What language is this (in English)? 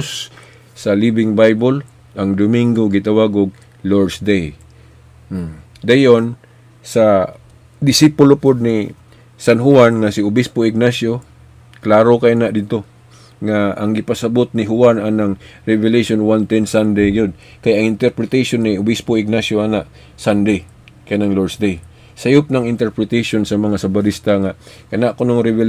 Cebuano